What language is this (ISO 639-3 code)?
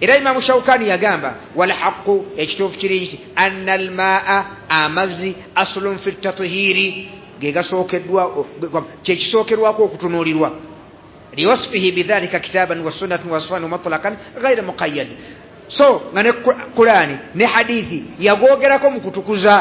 lug